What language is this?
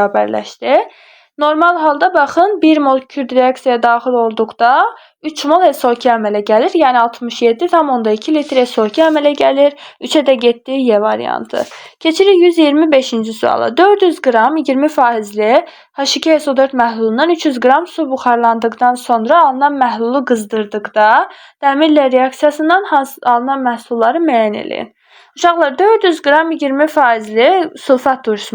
Azerbaijani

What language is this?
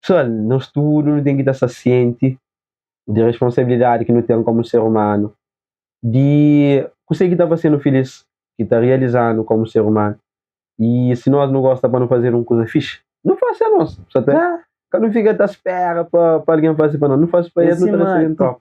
Kabuverdianu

